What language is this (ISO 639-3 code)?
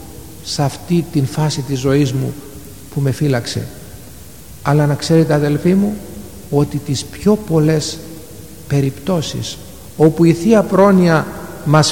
ell